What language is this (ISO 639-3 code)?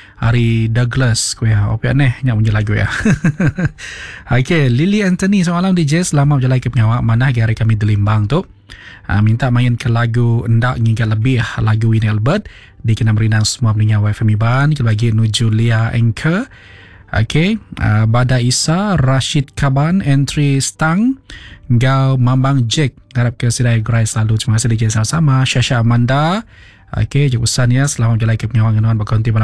iba